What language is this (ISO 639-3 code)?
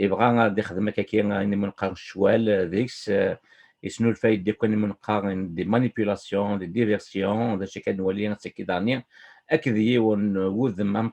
kab